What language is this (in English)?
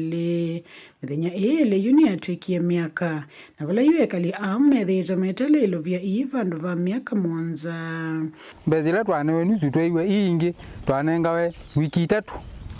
Kamba